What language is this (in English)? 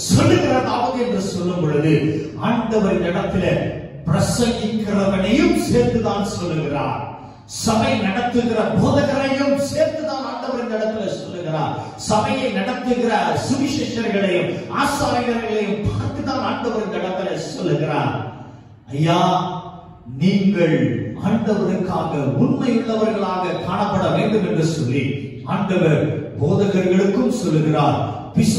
Tamil